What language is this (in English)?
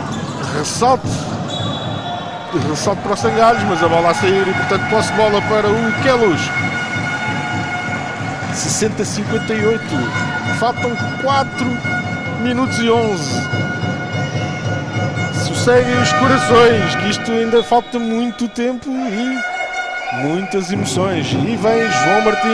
Portuguese